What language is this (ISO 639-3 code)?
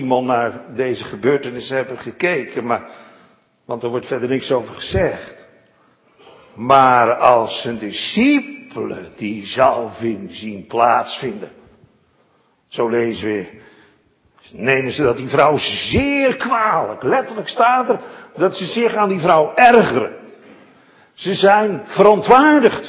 nld